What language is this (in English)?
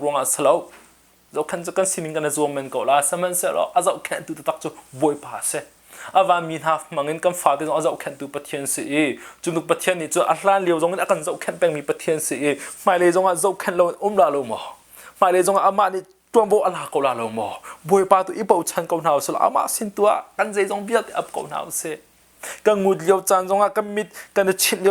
Hakha Chin